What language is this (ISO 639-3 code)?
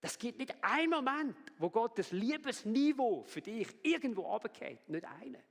gsw